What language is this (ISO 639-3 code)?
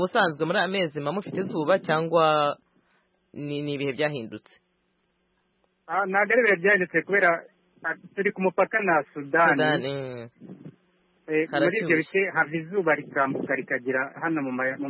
kin